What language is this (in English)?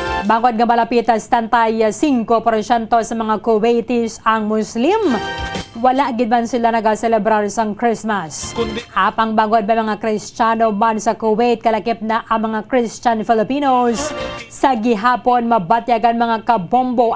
Hiligaynon